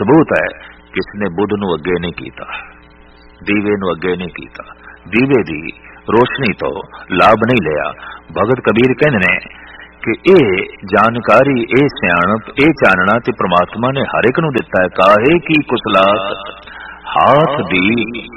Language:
Punjabi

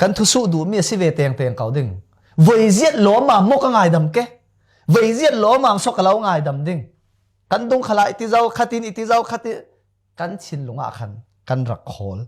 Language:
Falam Chin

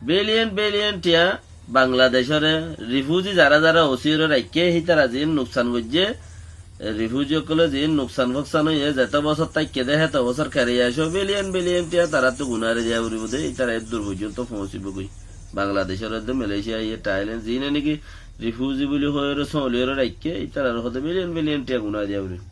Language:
Rohingya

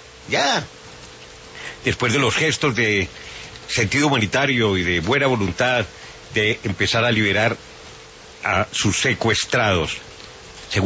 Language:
Spanish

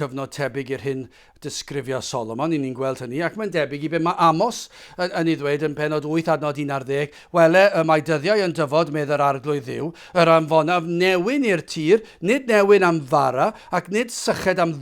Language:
Welsh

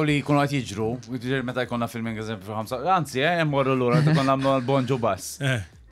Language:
Maltese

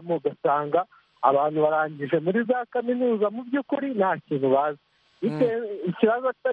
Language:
Kinyarwanda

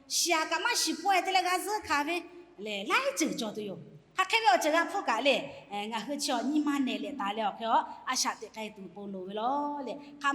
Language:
Lahu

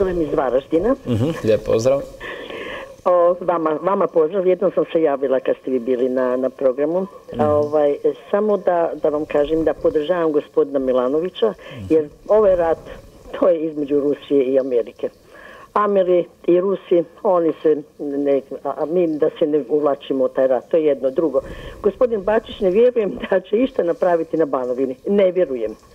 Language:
Croatian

